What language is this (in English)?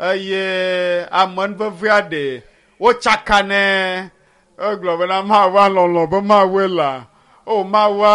Ewe